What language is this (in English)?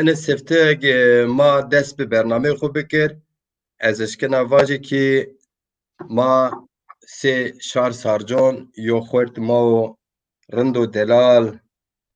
Zaza